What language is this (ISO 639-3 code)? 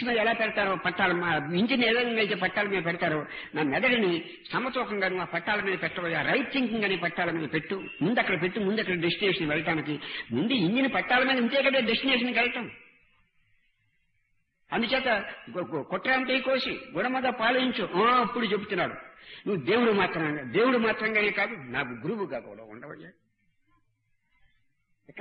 tel